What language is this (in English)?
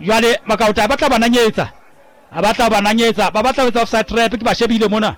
Southern Sotho